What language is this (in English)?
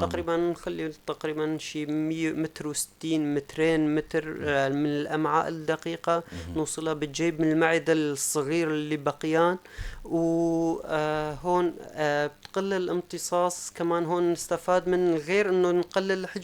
North Levantine Arabic